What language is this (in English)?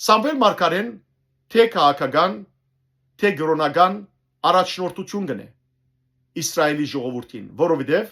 Western Armenian